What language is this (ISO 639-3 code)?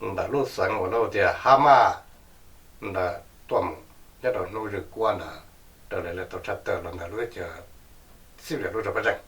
hmn